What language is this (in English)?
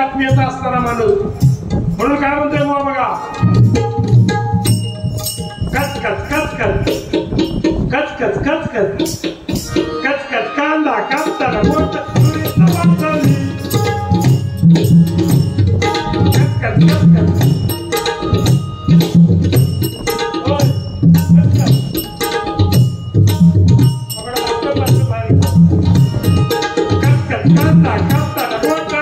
Marathi